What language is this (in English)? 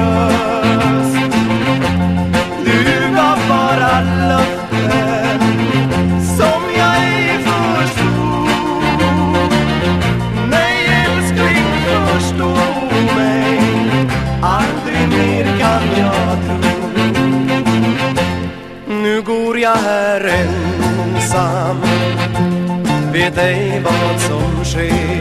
Swedish